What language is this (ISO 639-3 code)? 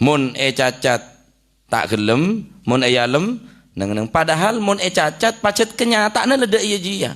mad